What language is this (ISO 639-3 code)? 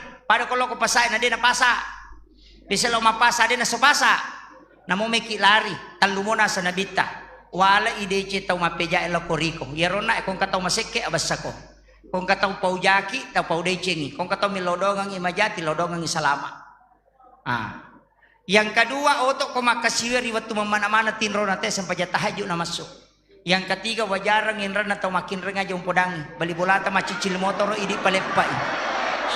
bug